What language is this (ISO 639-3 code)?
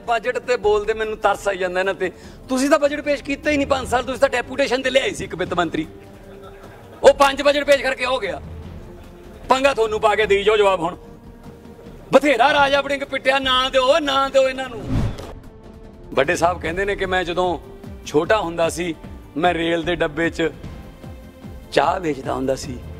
pan